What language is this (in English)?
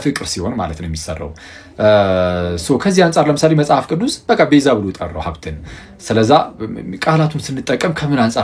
Amharic